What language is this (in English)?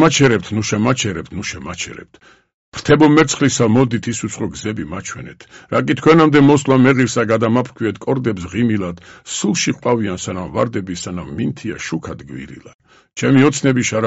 Georgian